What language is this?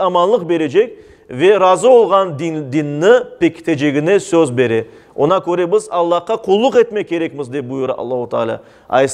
Crimean Tatar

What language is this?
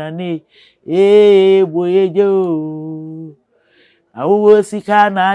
Akan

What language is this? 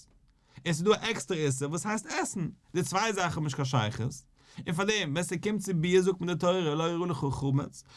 Yiddish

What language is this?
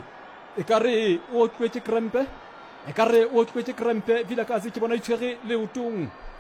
Southern Sotho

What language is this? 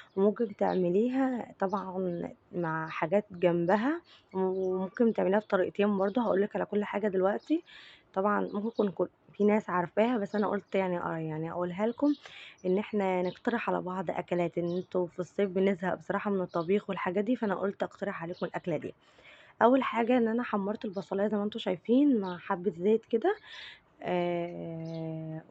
Egyptian Arabic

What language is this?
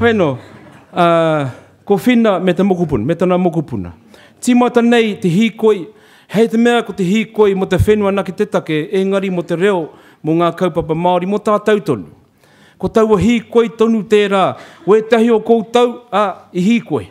Māori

